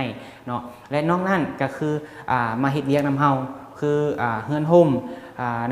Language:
Lao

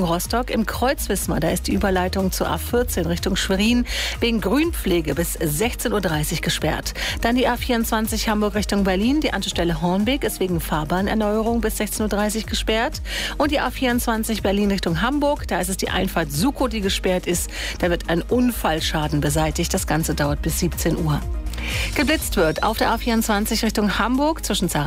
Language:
German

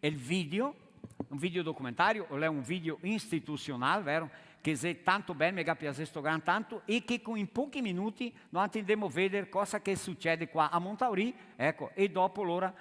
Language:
Venetian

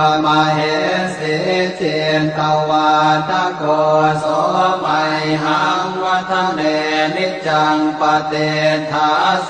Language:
Pali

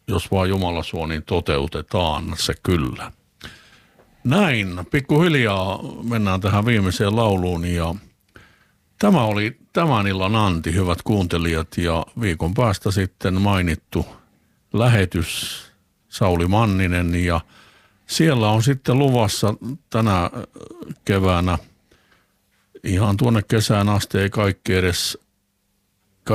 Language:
Finnish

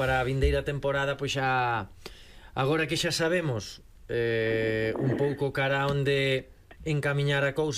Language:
Galician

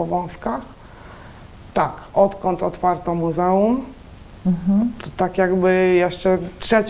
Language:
Polish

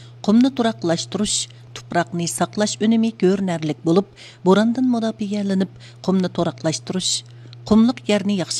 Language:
Uyghur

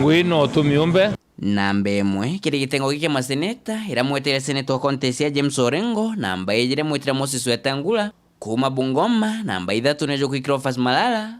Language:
Meru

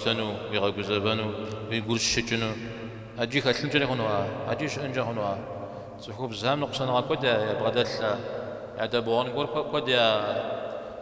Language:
Kabardian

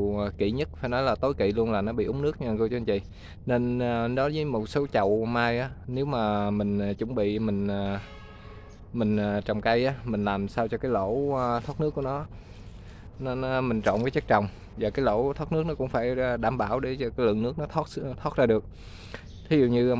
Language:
Vietnamese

